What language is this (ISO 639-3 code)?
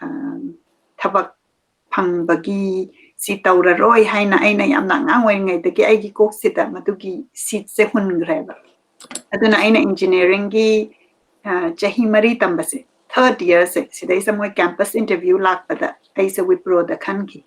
mni